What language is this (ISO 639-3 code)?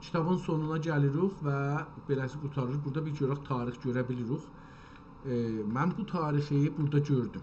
azb